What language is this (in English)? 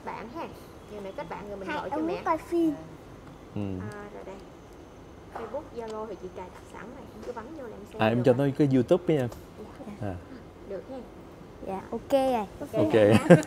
Vietnamese